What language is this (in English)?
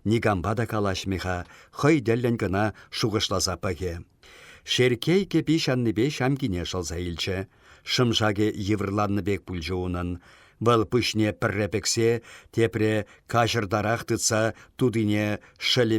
Chuvash